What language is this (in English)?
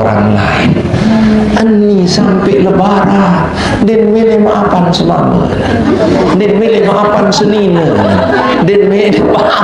Sasak